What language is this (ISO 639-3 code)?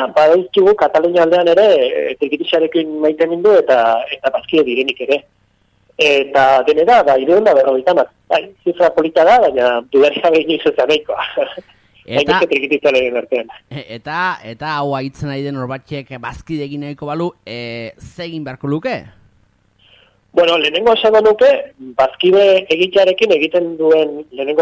eus